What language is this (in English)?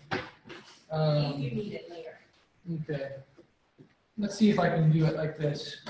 English